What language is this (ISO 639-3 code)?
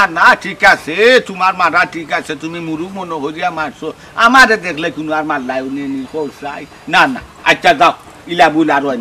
syl